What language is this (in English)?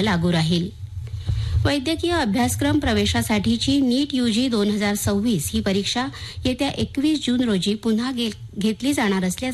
Marathi